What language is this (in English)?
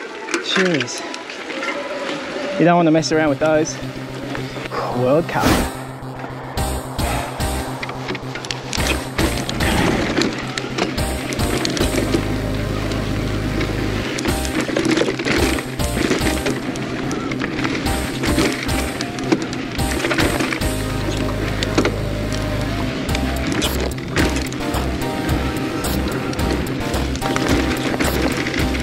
English